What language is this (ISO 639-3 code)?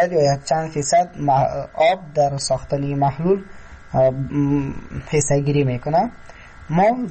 fas